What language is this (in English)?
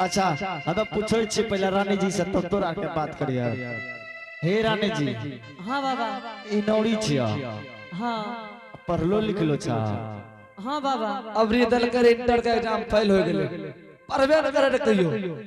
Angika